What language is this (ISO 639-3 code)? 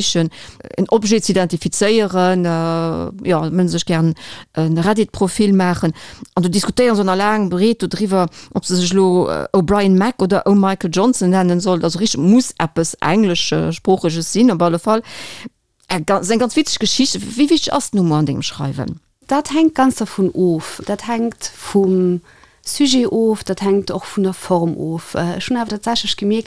ltz